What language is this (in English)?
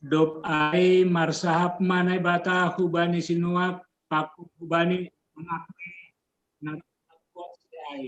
Batak Simalungun